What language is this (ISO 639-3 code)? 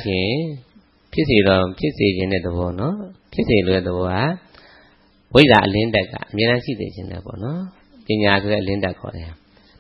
mya